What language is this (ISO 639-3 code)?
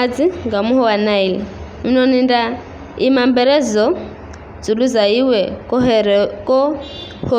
nyf